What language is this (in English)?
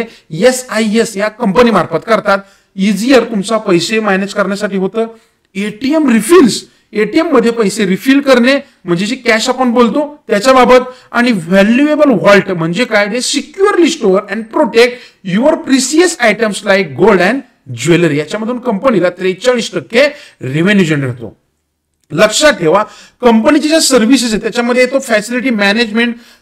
Marathi